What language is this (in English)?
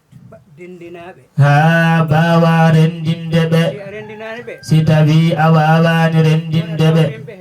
Fula